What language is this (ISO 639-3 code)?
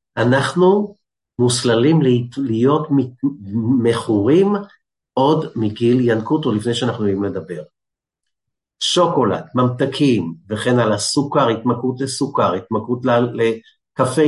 heb